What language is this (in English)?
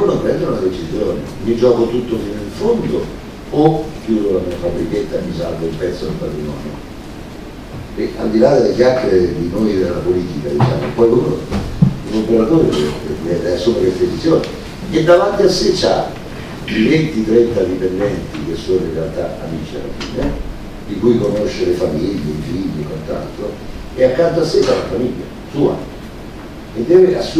Italian